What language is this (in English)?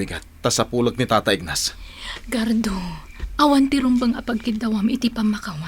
Iloko